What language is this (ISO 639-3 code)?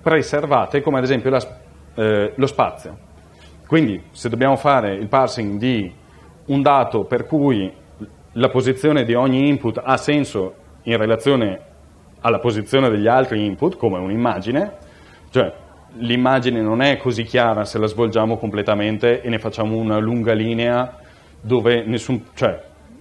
ita